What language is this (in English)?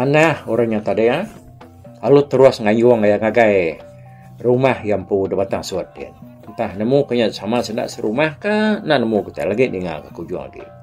Iban